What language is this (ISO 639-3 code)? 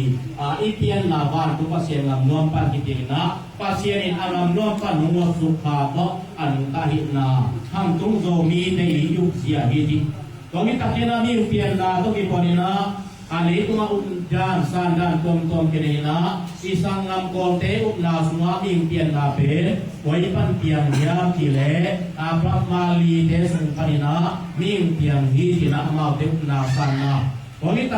ctd